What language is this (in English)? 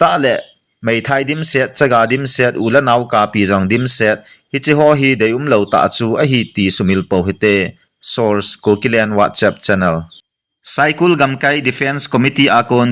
Thado Chin